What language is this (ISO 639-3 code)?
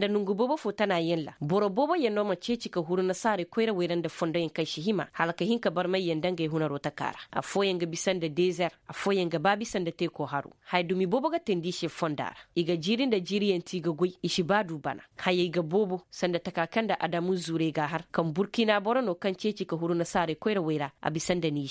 ses